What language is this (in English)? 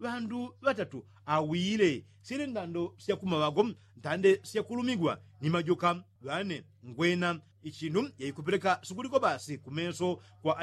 Yao